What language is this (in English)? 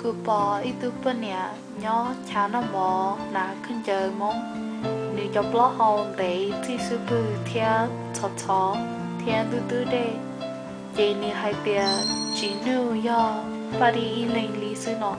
Hmong